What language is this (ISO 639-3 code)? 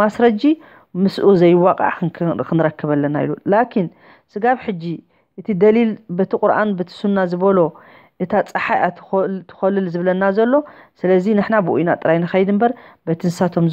tir